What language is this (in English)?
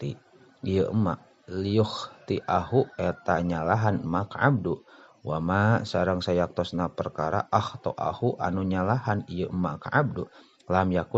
Sundanese